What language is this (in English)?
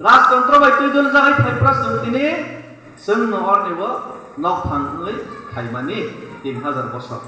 Kok Borok